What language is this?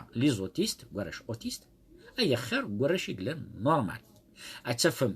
Kabyle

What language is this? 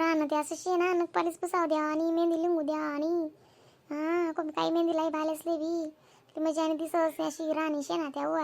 Khandesi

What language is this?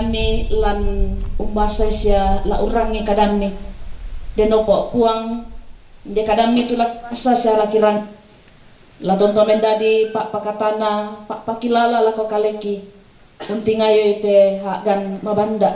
Toraja-Sa'dan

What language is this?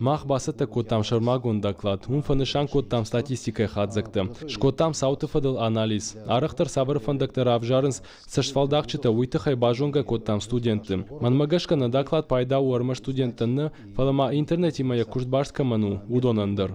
Ossetic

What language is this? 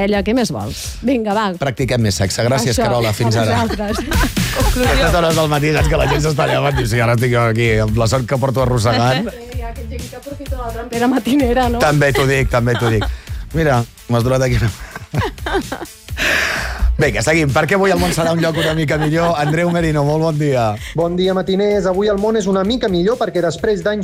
Catalan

